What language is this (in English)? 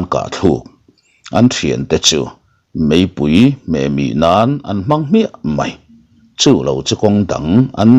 Mizo